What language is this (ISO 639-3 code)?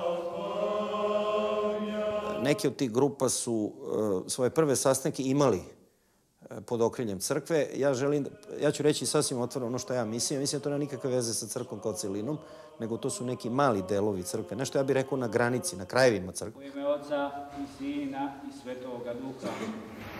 srp